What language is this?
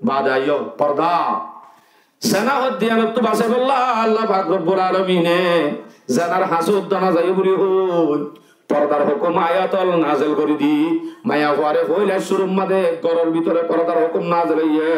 Rohingya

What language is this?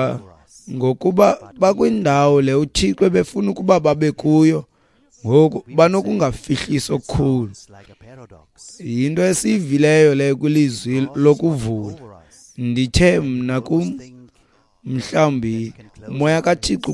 Xhosa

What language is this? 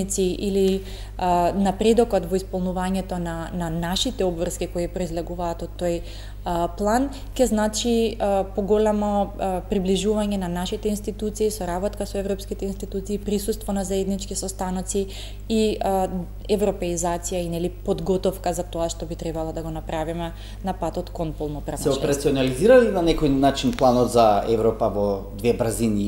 Macedonian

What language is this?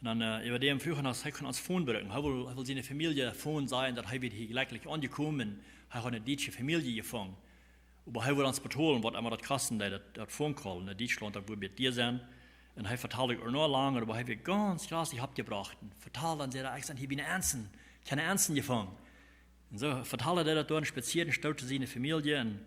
Plautdietsch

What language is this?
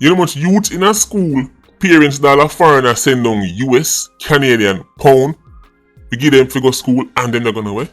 Jamaican Creole English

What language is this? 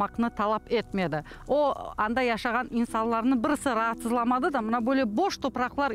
Crimean Tatar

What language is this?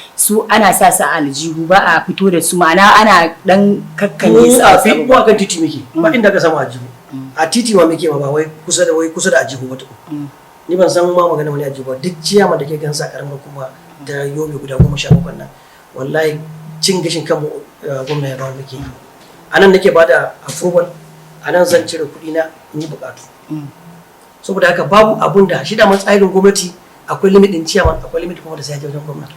Hausa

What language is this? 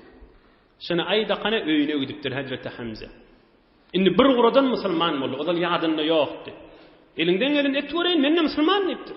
Turkmen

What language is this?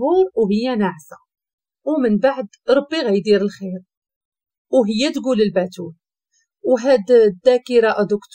Moroccan Arabic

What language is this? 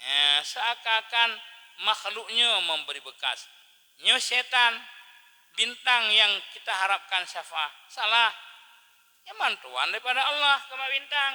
Achinese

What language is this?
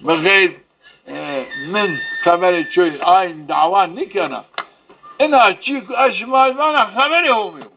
Zaza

